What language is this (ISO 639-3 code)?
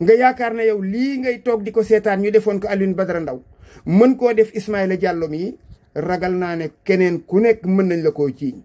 wol